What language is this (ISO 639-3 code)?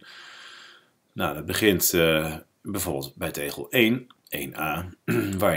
nld